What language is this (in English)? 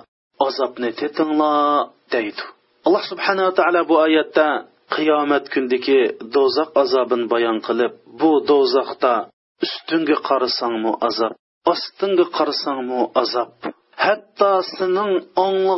Uyghur